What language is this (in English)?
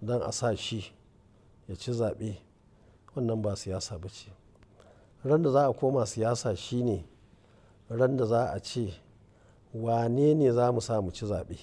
Hausa